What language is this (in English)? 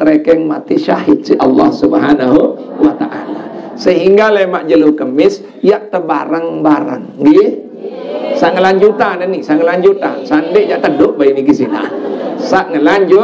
Sasak